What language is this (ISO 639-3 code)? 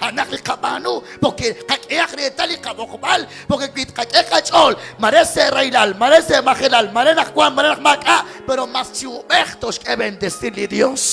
kek